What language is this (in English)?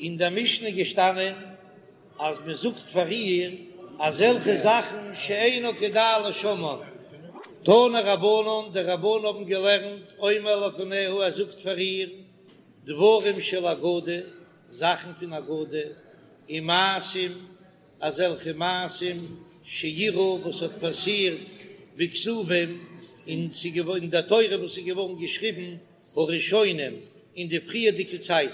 Yiddish